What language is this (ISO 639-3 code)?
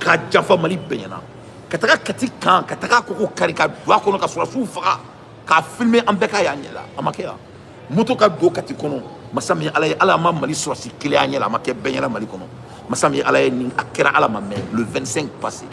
bam